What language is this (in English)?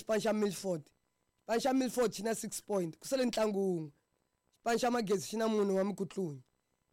Tsonga